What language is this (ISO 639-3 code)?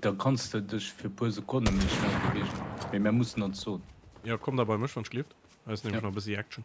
ltz